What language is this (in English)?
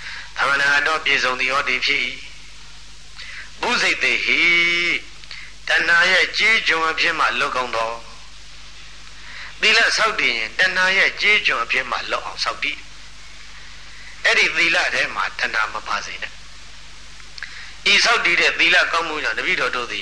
Burmese